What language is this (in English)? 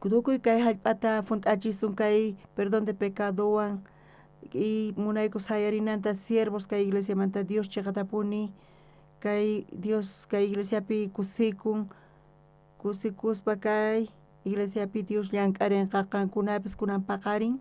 South Bolivian Quechua